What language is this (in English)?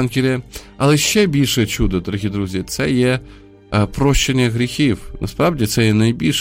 Ukrainian